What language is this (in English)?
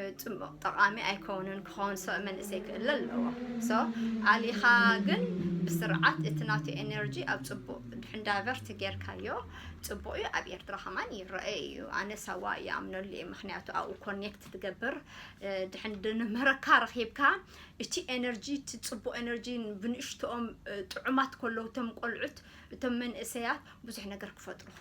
Tigrinya